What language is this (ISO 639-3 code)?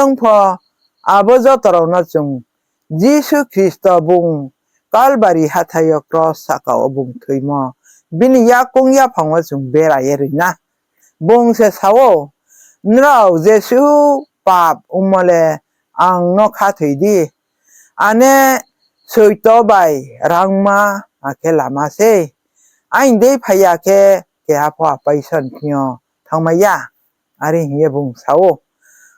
ria